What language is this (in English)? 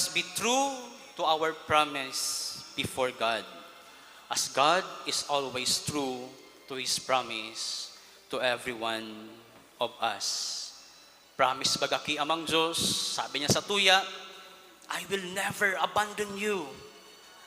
Bikol